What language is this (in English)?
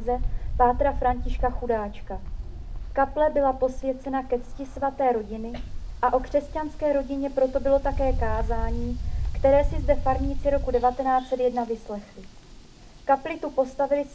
Czech